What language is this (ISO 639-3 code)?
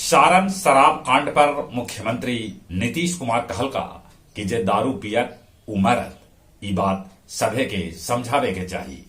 mag